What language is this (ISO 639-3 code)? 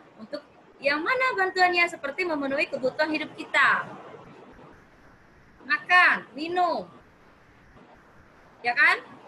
ind